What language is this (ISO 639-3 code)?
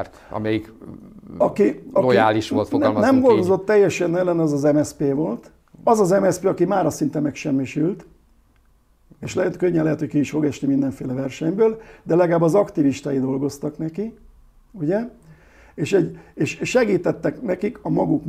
hun